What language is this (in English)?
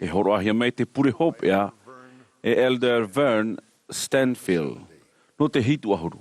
Tahitian